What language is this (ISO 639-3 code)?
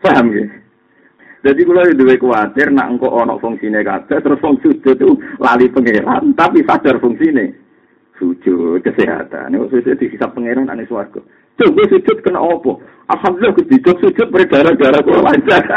jav